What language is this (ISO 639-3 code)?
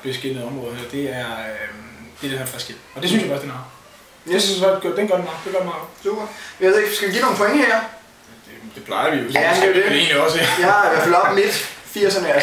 dan